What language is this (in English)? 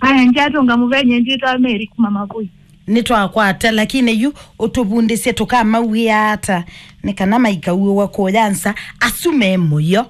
Kamba